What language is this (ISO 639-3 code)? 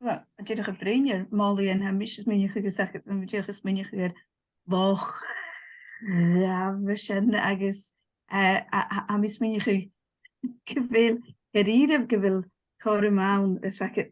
gla